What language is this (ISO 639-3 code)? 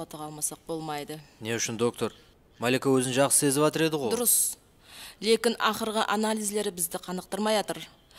kaa